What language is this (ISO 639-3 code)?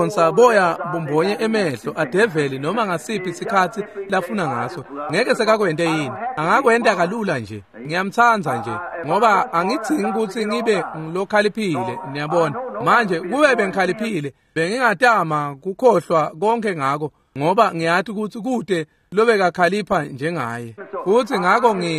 ssw